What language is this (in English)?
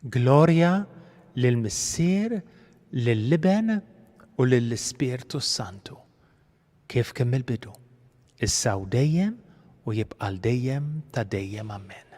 Maltese